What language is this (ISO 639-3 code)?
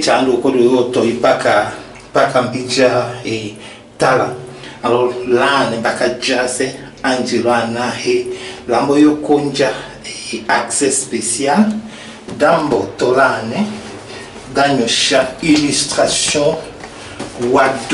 tll